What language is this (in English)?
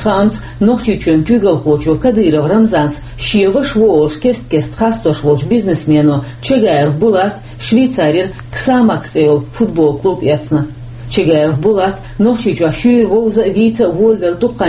Chechen